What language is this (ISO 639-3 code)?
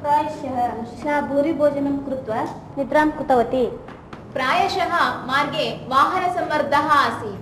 san